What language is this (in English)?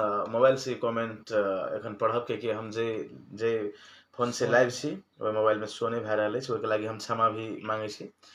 Maithili